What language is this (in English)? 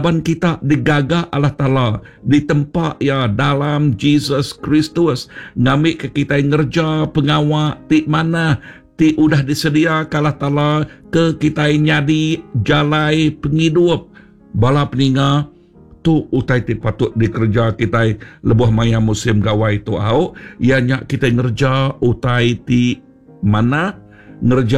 Iban